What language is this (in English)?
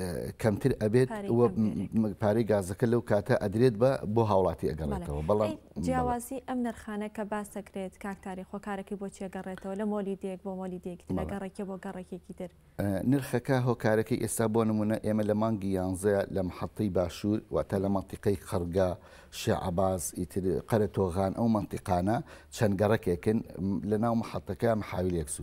Central Kurdish